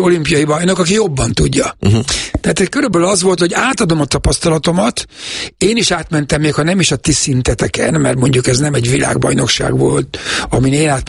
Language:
Hungarian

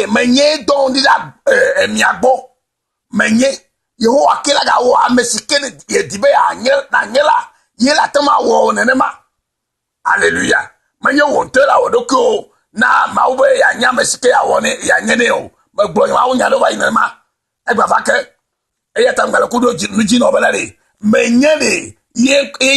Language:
Ewe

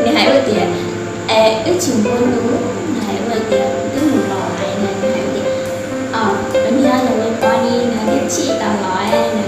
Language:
Hmong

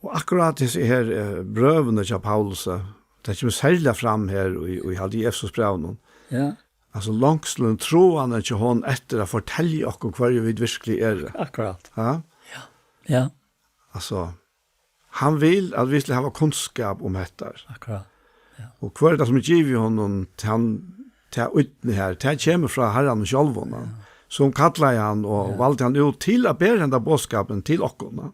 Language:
Faroese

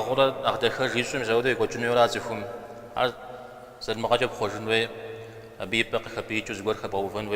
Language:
Kabardian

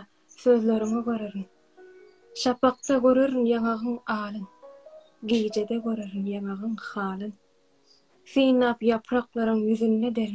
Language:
Turkmen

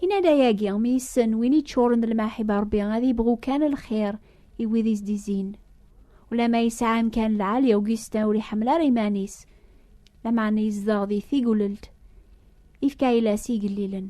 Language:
Kabyle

